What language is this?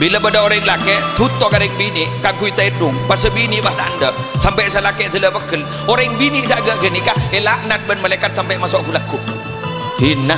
Madurese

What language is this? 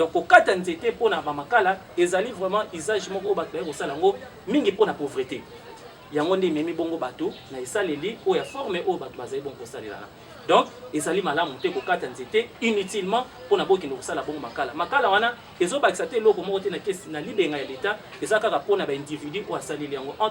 Lingala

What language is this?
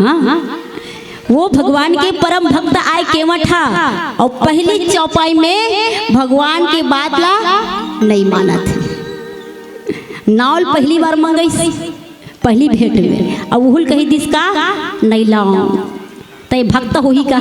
Chhattisgarhi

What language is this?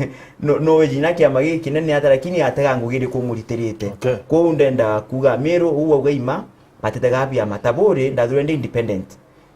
Meru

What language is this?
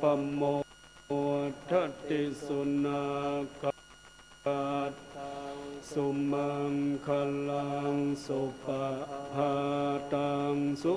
Pali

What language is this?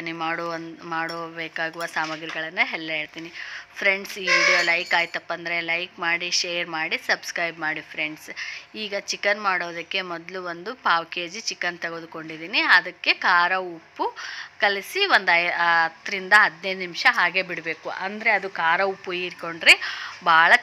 Kannada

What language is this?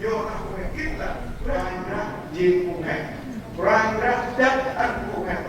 Central Mnong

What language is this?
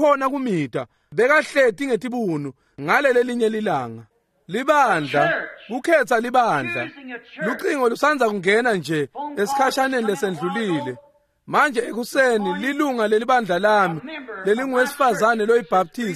Swati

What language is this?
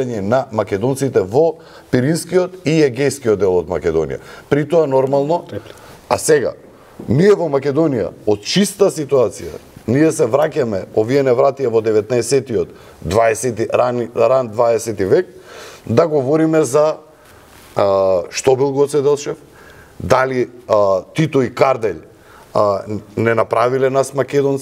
Macedonian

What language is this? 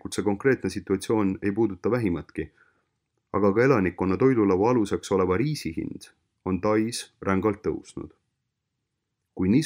Estonian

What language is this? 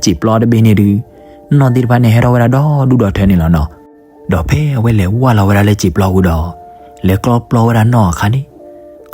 S'gaw Karen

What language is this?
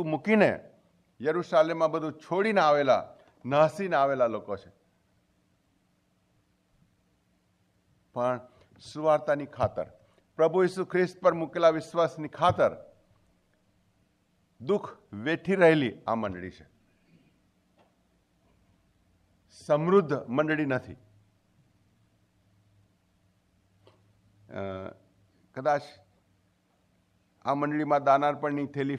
Gujarati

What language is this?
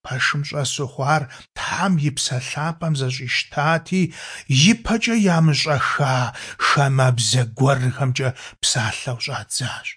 Kabardian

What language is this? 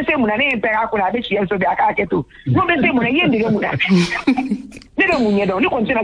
Bambara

